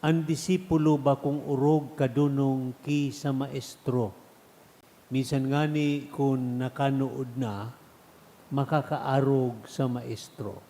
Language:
Bikol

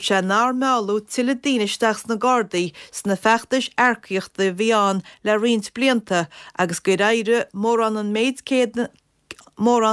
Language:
Irish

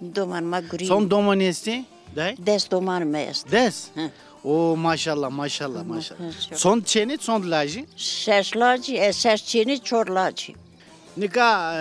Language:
Zaza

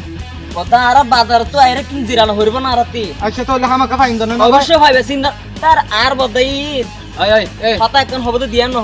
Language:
Rohingya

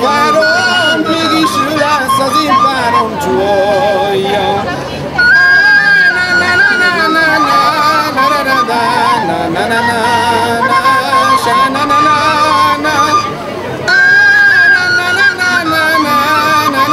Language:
Hungarian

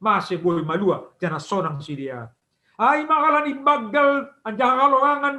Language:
Batak Simalungun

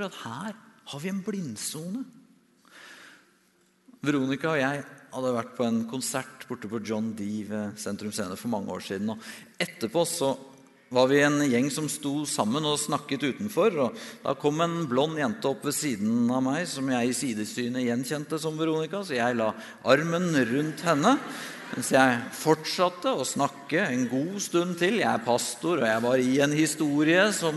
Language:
Norwegian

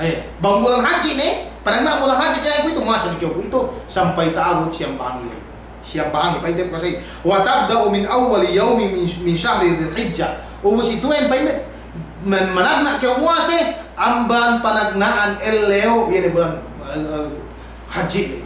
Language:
Yakan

